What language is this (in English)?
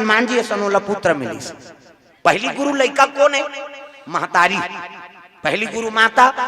Chhattisgarhi